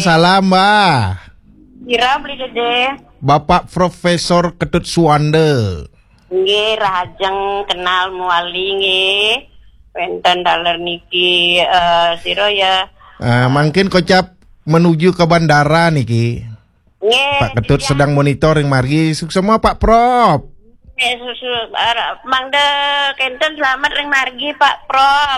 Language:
Balinese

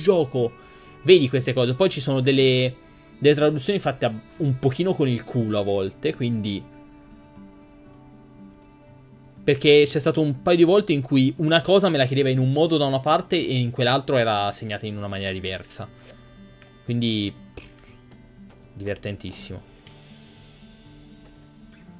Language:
Italian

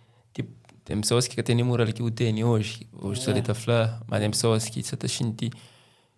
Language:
Kabuverdianu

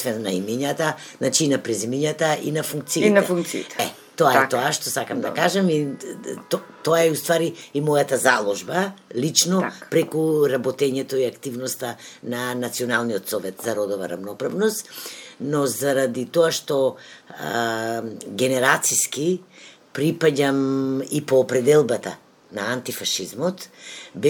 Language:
Macedonian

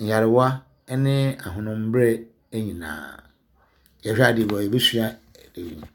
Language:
Akan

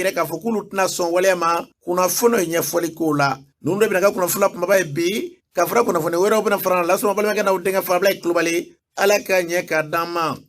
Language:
Bambara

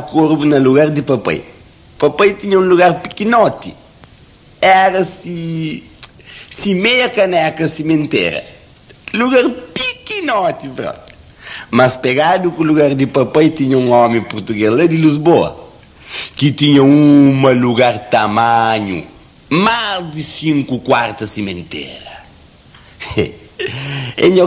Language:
Kabuverdianu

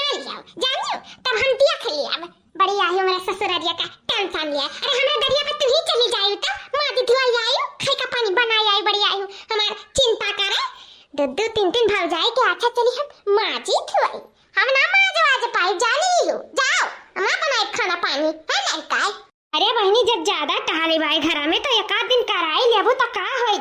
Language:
Awadhi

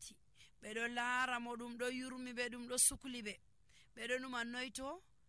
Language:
Nigerian Fulfulde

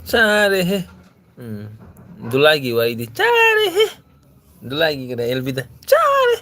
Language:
Manipuri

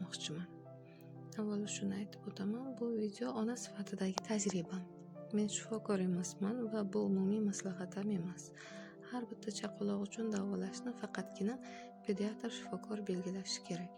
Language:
Uzbek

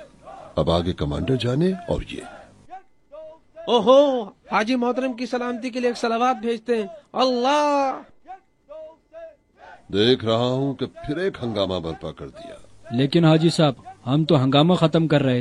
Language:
Urdu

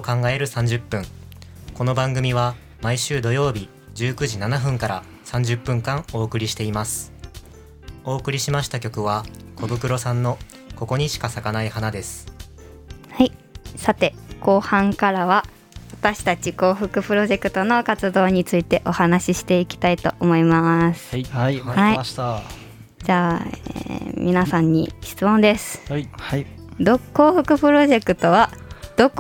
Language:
Japanese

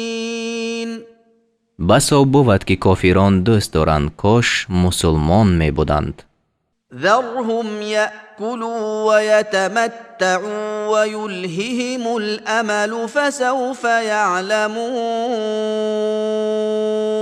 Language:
Tajik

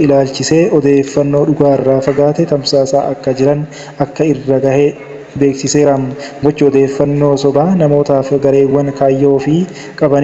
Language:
Oromo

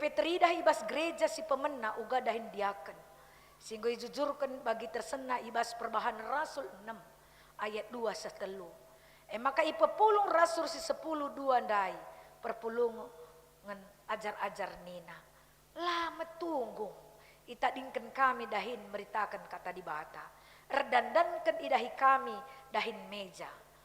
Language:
Batak Karo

